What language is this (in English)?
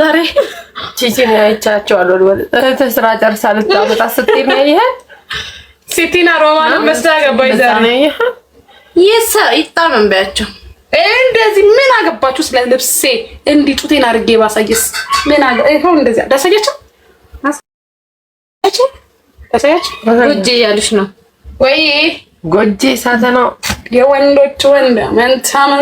Amharic